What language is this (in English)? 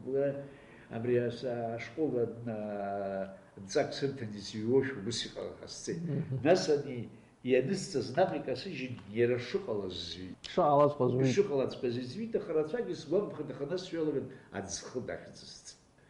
Abkhazian